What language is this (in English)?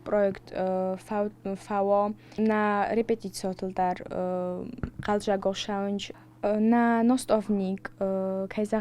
Ossetic